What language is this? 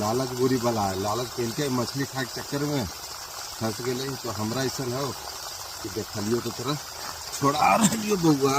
Magahi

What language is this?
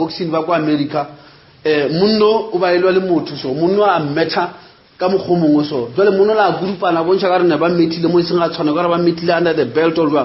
Northern Sotho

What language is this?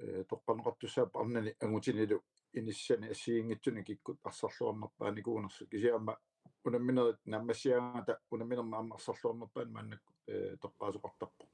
Kalaallisut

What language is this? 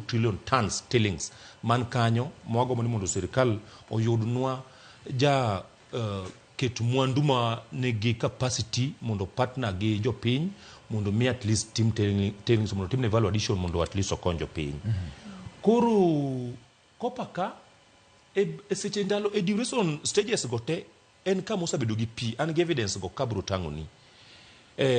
Luo (Kenya and Tanzania)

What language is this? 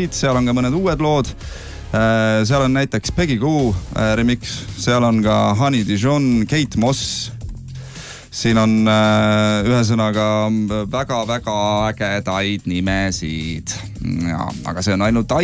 Estonian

